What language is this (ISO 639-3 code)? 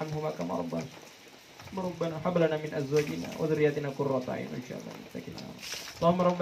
mak